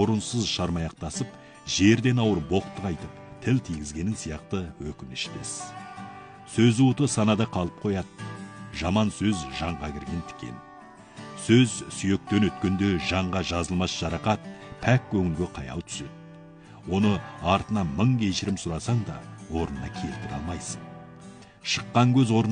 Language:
Kazakh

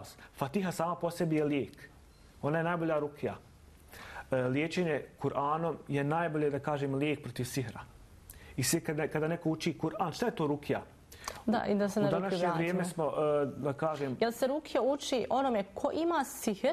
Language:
Bosnian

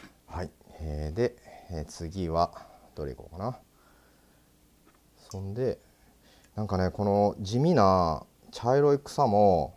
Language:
Japanese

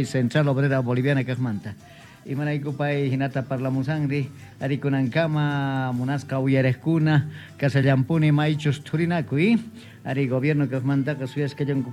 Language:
South Bolivian Quechua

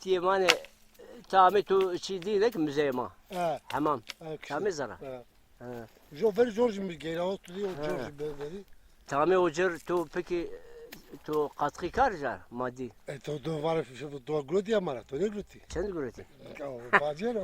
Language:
Zaza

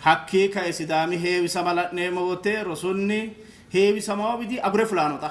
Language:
Sidamo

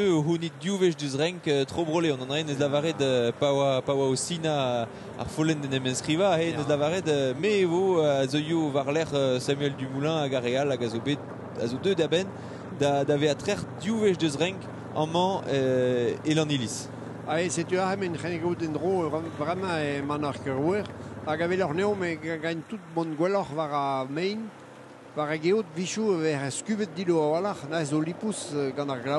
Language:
Breton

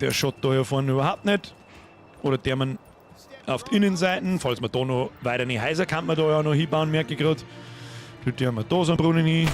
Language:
Bavarian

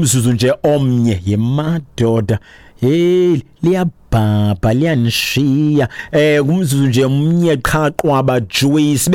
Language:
Xhosa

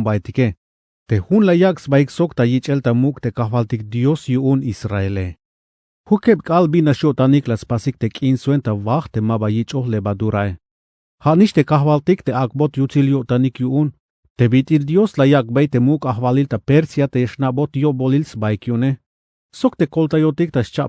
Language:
Tzeltal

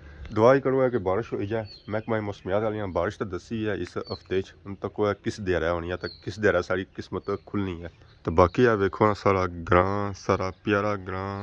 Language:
Pahari-Potwari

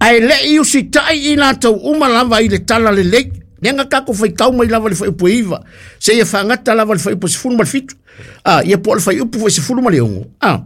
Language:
Samoan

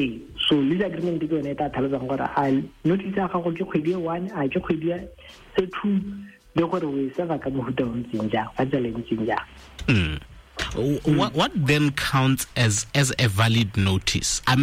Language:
Tswana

